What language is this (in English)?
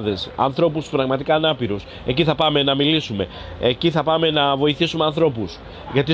Greek